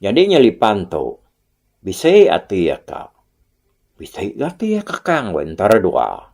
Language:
Iban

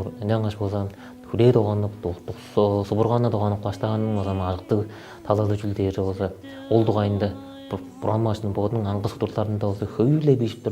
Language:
Tuvinian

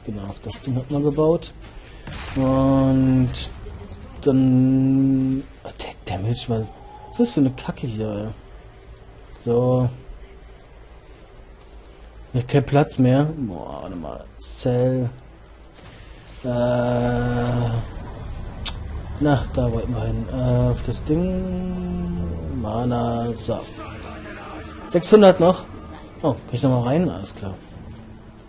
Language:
German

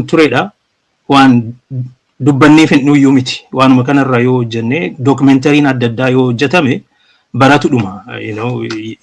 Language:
Oromo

